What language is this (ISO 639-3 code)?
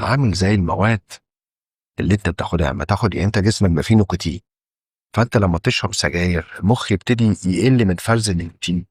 arz